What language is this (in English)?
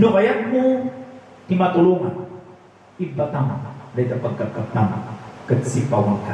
Iloko